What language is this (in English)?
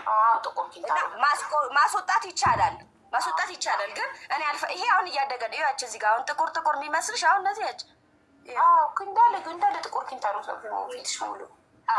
Amharic